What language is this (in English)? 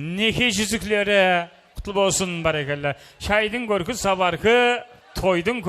Kara-Kalpak